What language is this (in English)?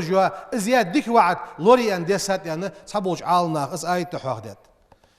Ingush